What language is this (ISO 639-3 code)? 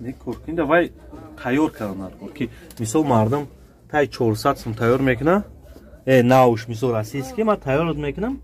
tgk